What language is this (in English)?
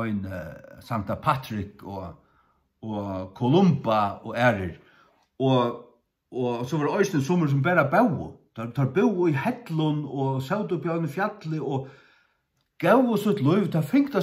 Faroese